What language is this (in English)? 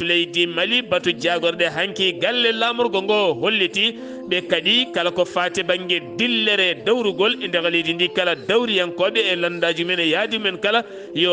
Fula